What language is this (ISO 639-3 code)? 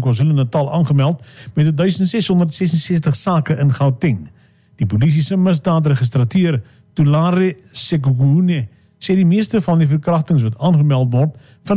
afr